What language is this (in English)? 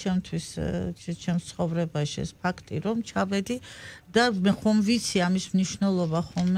Georgian